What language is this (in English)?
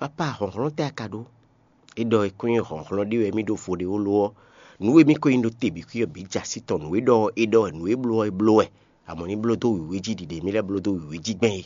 Fon